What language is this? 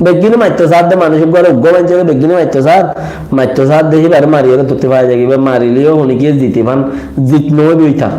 Rohingya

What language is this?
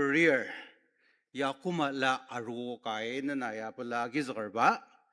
Ao Naga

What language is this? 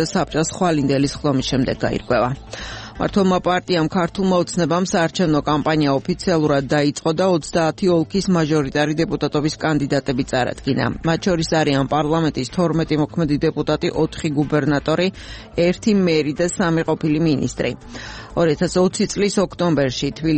Georgian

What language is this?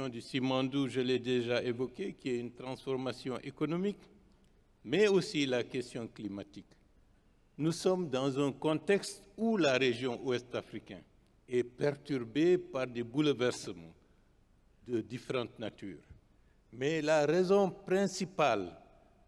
French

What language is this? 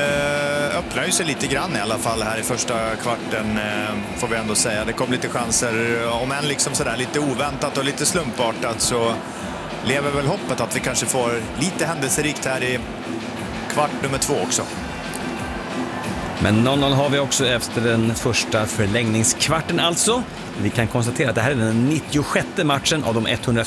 Swedish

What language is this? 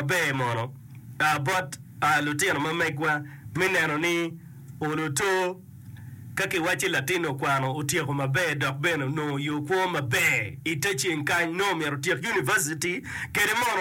Acoli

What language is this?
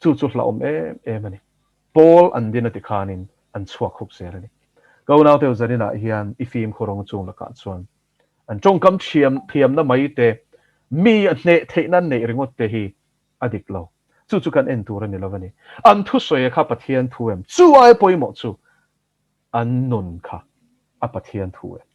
Mizo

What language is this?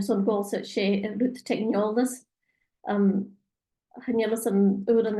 Scottish Gaelic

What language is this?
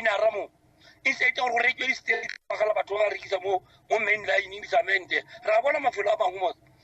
Tswana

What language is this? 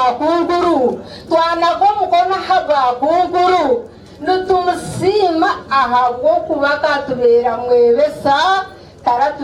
Nyankole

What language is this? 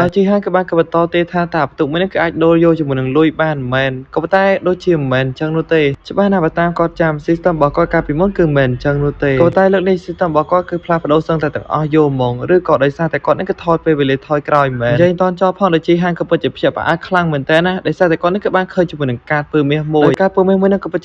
Khmer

